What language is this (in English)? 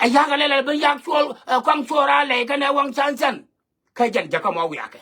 Nuer